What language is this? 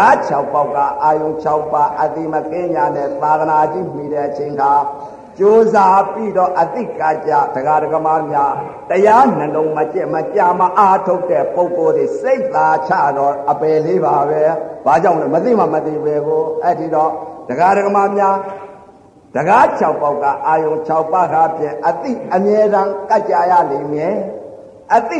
Burmese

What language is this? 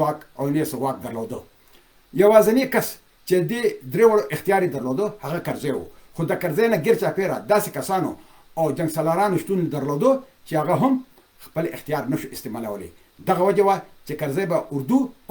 Pashto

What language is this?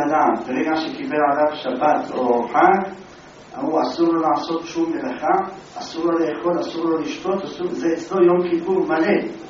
Hebrew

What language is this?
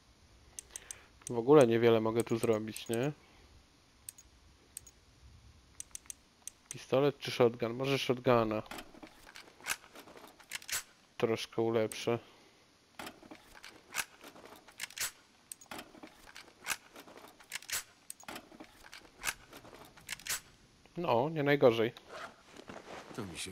Polish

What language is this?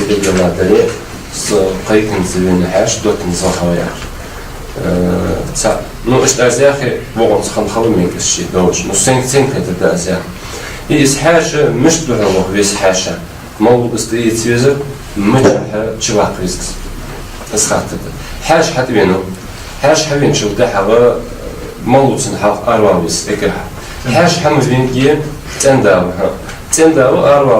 Ingush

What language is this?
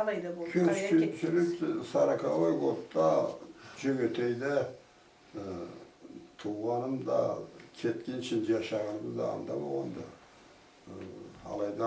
Karachay-Balkar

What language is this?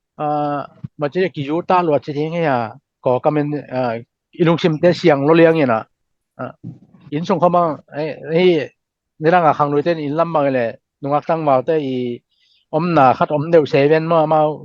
Tedim Chin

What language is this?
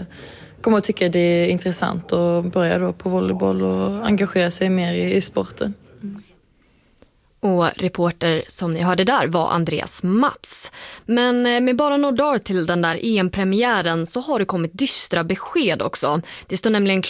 Swedish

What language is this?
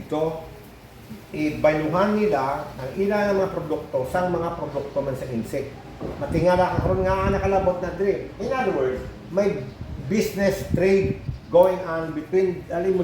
Hiligaynon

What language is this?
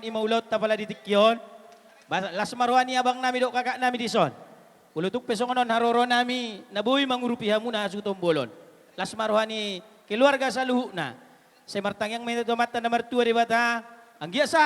Batak Toba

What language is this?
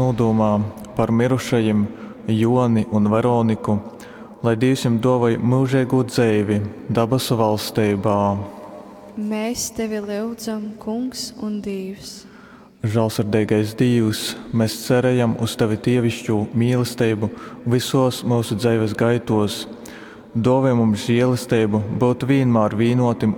Latgalian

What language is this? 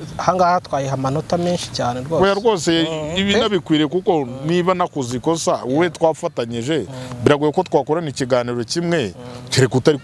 Kinyarwanda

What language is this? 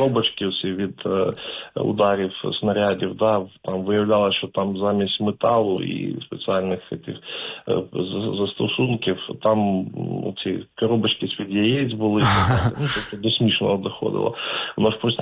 Ukrainian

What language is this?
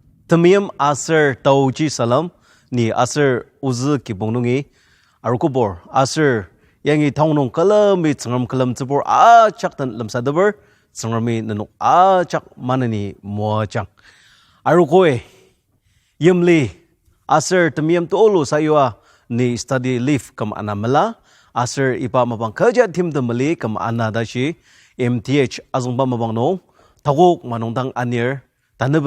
Ao Naga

